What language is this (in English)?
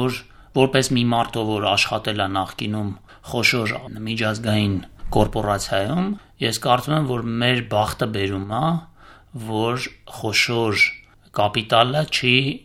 Armenian